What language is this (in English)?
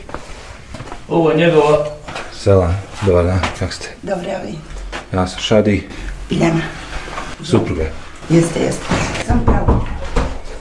Bosnian